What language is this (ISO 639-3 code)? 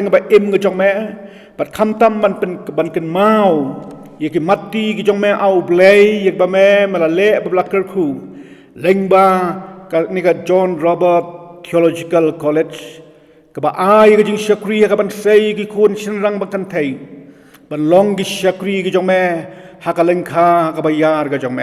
kha